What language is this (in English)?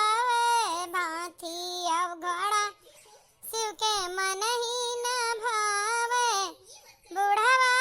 Awadhi